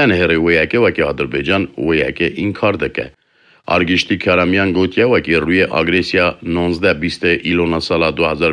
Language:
Kurdish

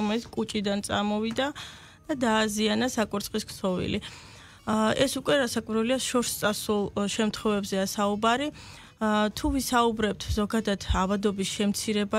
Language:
Georgian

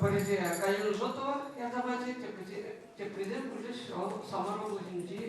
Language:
Chuvash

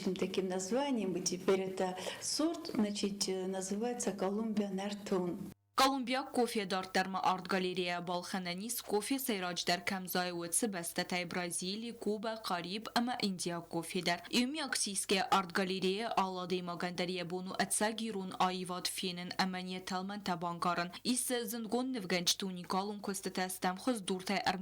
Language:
Ossetic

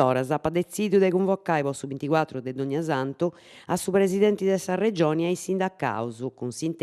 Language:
Sardinian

